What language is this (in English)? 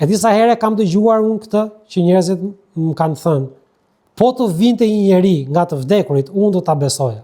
Albanian